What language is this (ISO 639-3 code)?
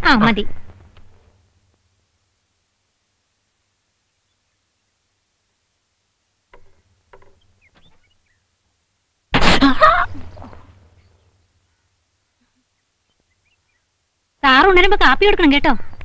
mal